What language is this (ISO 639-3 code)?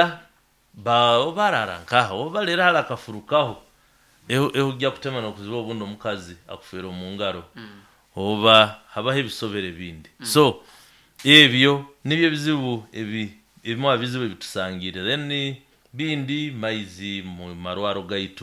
nyo